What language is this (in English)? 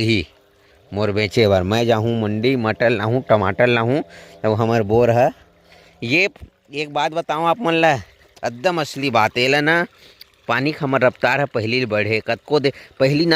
Chhattisgarhi